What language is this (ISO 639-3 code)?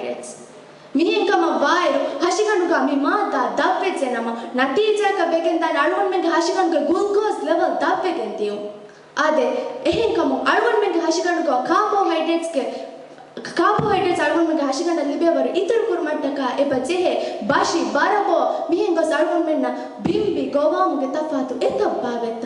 div